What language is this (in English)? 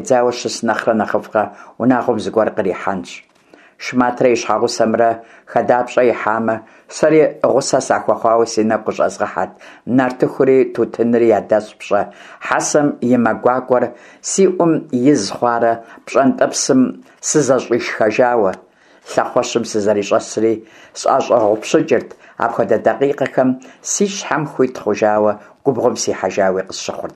Kabardian